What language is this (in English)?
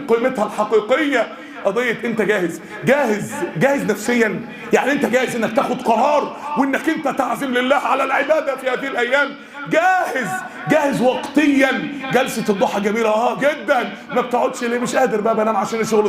Egyptian Arabic